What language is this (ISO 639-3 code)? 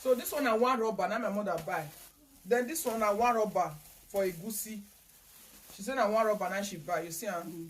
pcm